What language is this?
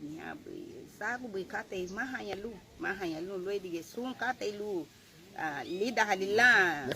Garifuna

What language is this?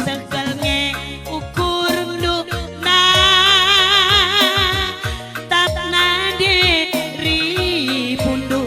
Batak Karo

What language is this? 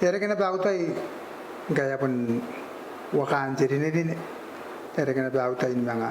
Gilbertese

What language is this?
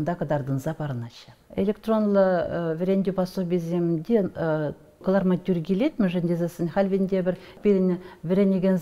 Chuvash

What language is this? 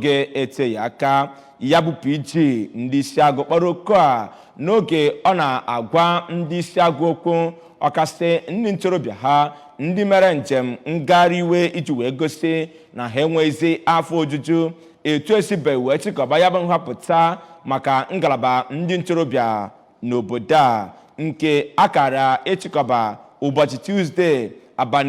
Igbo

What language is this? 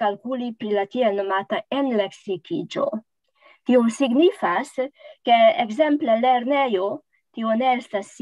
Esperanto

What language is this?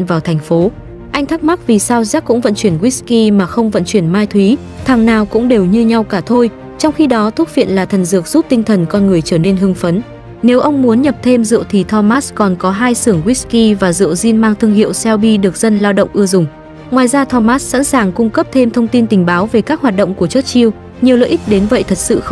Vietnamese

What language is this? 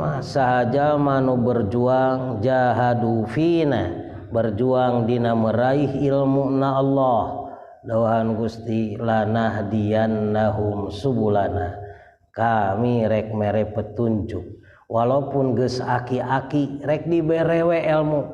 Sundanese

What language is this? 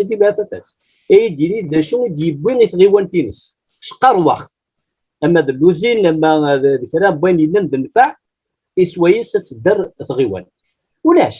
Kabyle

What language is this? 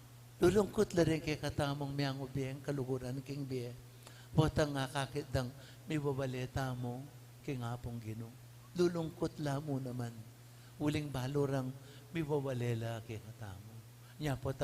Pampanga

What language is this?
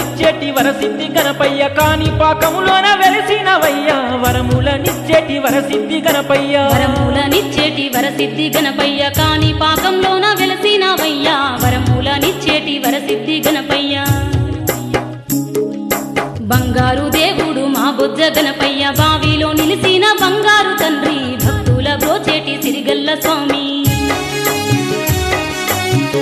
Telugu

